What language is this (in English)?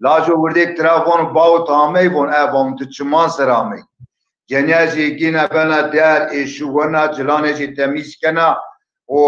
Zaza